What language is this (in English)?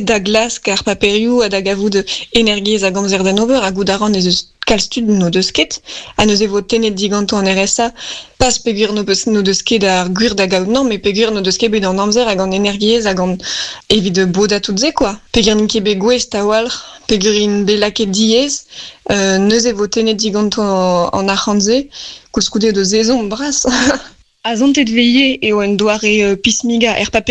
Breton